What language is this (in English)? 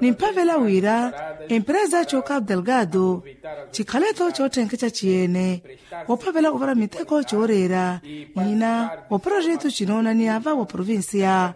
Makhuwa